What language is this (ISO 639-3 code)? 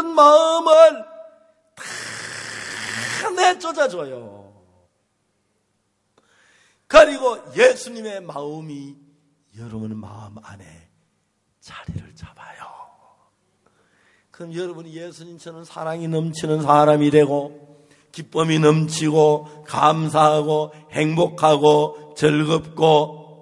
kor